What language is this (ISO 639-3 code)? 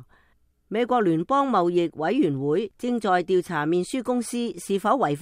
yue